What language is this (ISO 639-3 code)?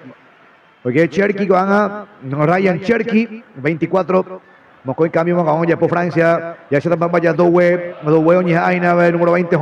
grn